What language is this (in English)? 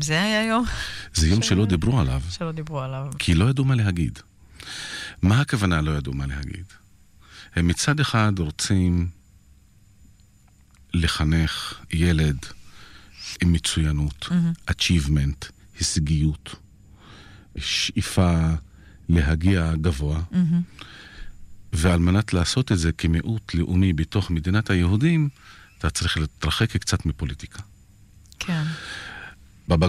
Hebrew